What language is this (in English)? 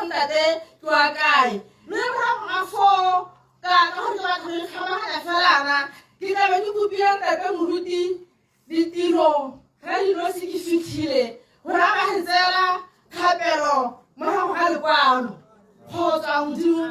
Tswana